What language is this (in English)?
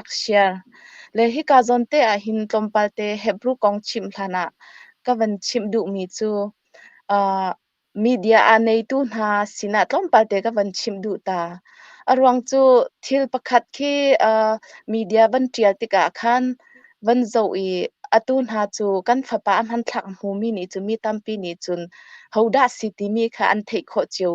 Hakha Chin